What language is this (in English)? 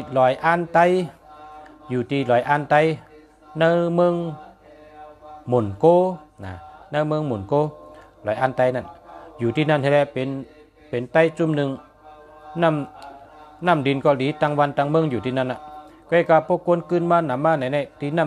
Shan